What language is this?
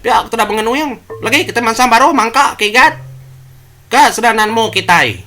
Iban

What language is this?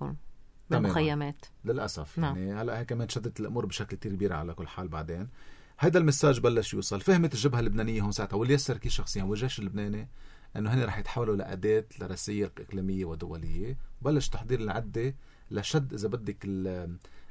North Levantine Arabic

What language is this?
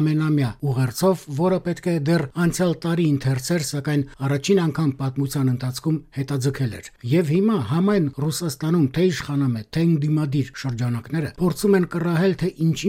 Armenian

